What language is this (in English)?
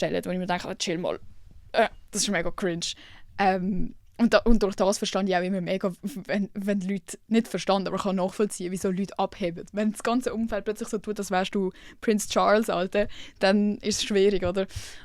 Swiss German